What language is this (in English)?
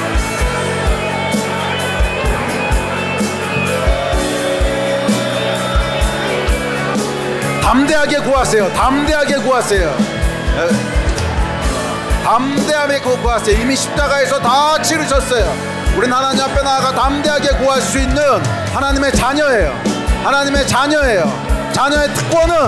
Korean